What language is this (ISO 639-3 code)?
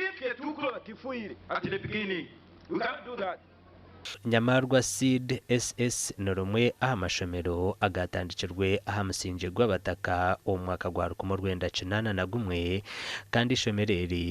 nyn